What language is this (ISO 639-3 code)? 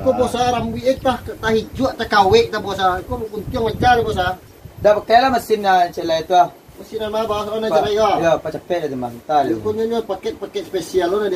min